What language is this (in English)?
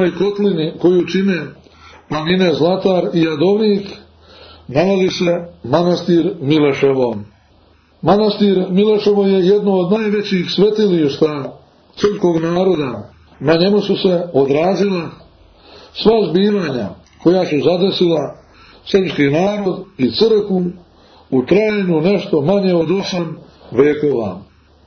Serbian